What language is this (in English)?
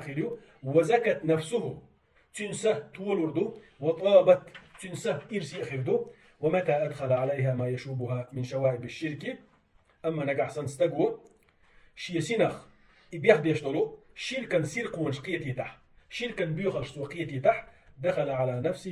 Chechen